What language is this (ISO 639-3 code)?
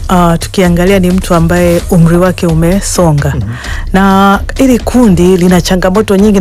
swa